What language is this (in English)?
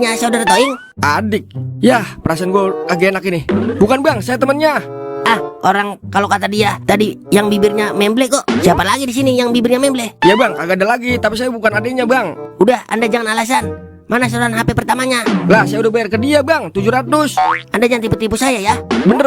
Betawi